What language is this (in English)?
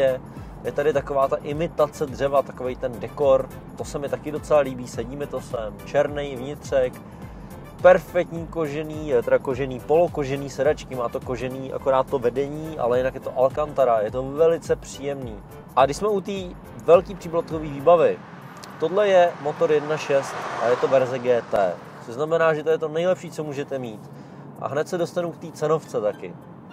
Czech